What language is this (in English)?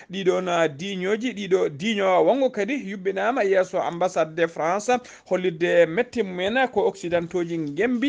Fula